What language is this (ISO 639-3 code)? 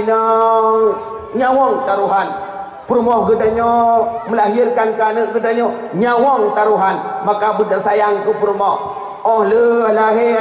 ace